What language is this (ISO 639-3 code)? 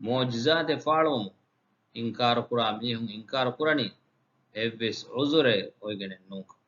div